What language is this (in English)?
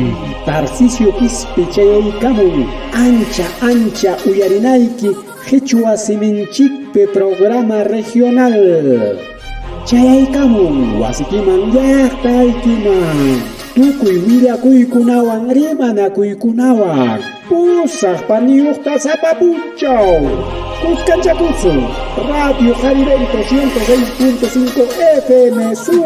Ayacucho Quechua